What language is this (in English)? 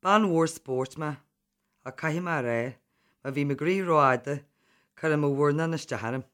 Irish